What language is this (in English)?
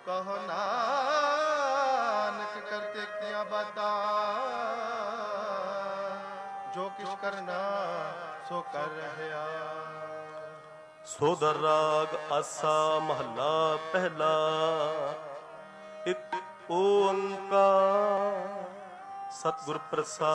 Punjabi